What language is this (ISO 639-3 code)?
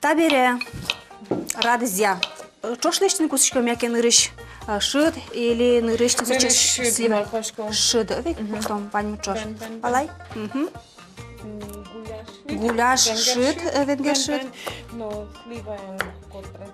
udm